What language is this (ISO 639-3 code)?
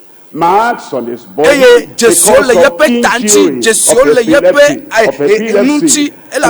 ewe